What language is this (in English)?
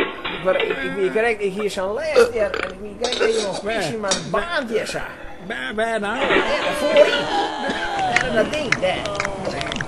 Western Frisian